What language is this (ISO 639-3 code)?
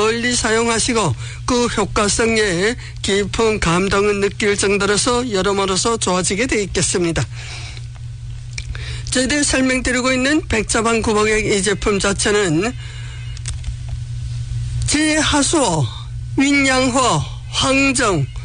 kor